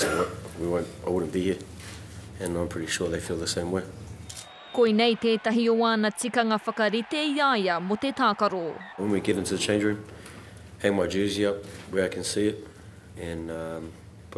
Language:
Māori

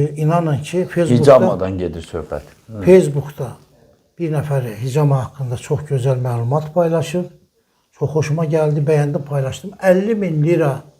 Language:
Azerbaijani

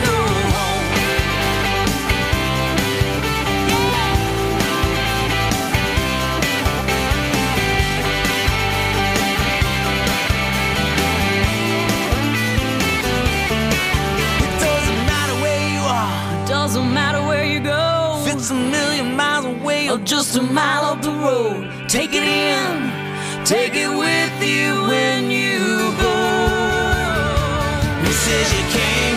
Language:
English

